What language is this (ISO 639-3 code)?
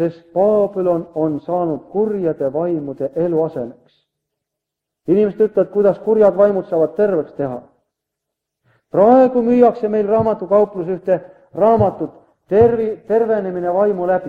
est